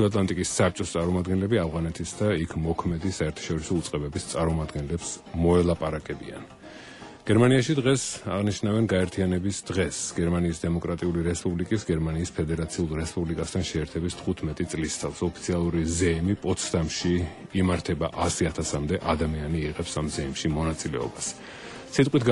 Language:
Georgian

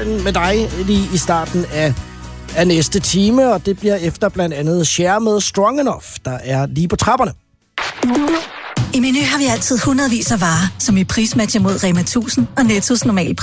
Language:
Danish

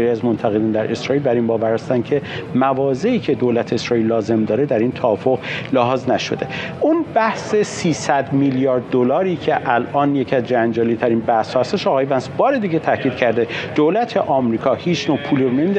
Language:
Persian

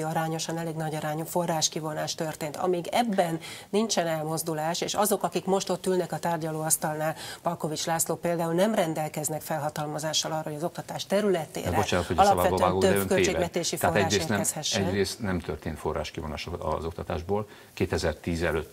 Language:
Hungarian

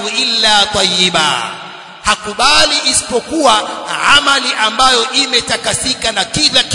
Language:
Swahili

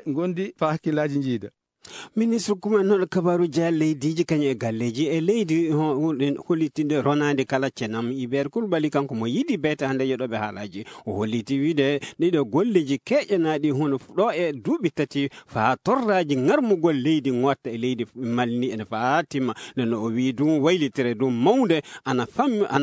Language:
Fula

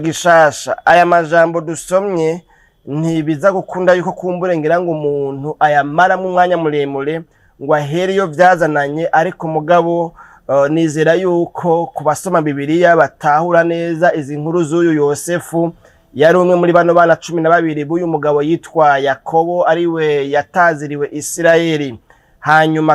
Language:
Rundi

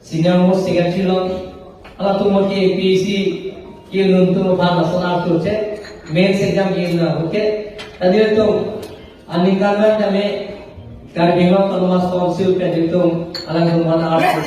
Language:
Karbi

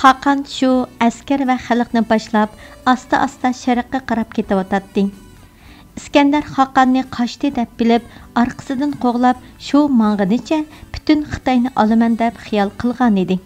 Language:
Uyghur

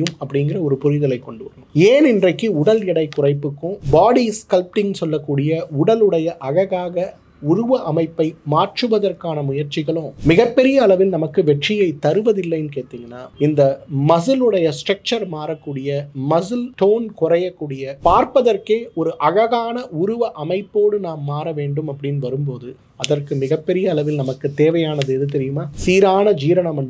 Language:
Tamil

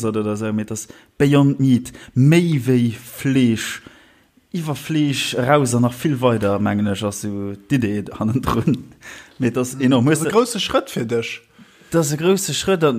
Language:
Luxembourgish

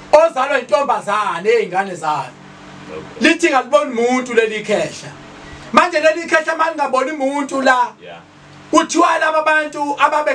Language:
Zulu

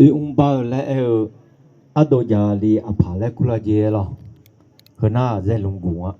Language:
Akha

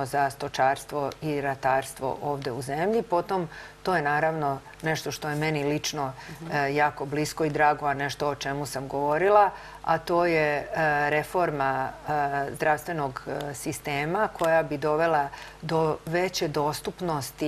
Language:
Serbian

